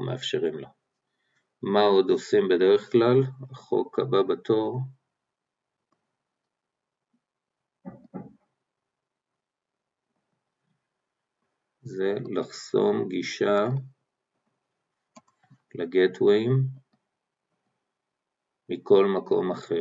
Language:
Hebrew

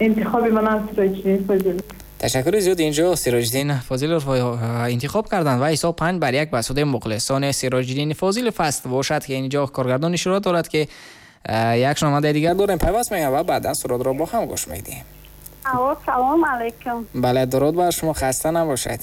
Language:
Tajik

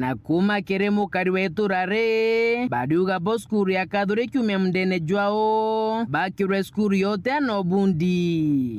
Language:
Meru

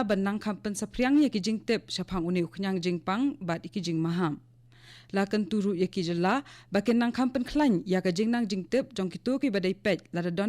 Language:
Khasi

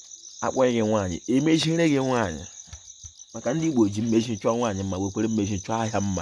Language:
Igbo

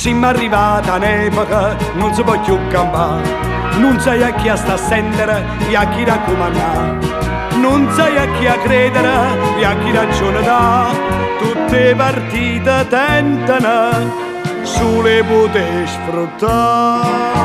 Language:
Neapolitan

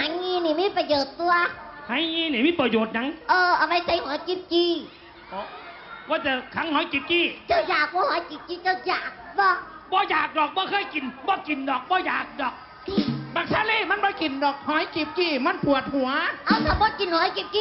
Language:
Northeastern Thai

